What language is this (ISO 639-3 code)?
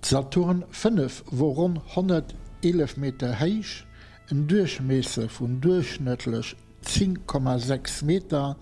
ltz